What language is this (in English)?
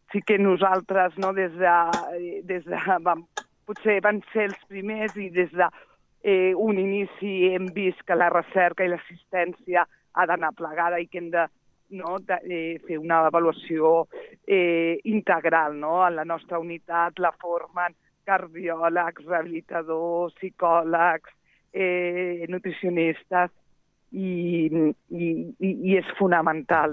Catalan